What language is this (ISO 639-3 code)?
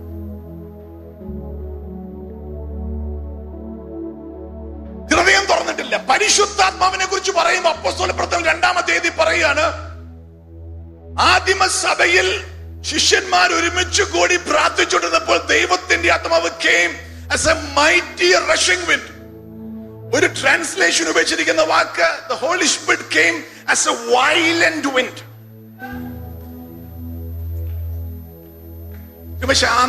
mal